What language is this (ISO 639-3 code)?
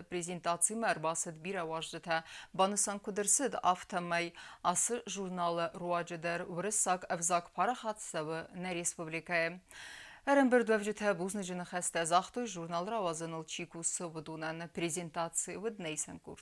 oss